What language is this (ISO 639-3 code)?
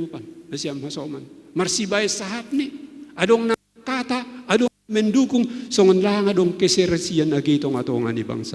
bts